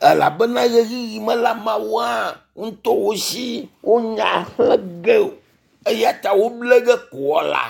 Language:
Ewe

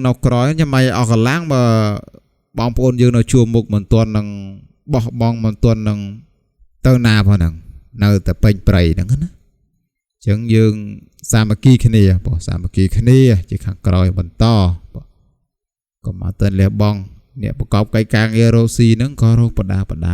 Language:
Khmer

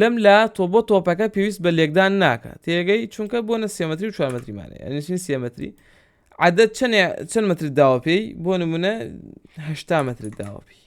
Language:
Central Kurdish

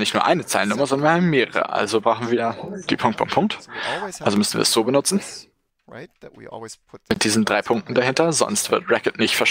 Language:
German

